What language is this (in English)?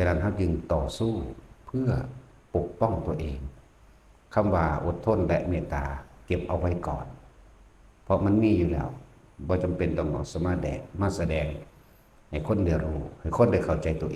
Northeastern Thai